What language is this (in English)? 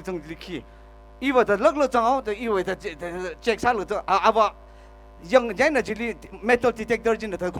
Tangkhul Naga (India)